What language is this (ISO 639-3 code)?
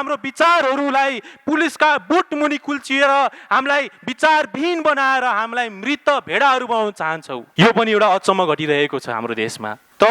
nep